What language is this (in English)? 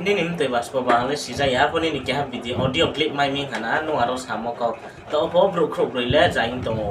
Riang (India)